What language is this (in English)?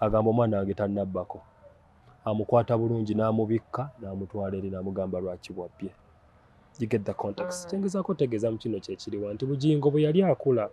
Ganda